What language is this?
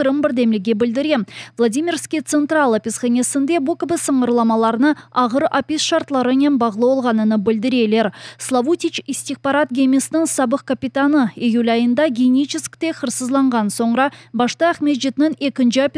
Crimean Tatar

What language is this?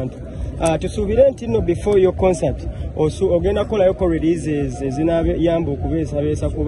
Ganda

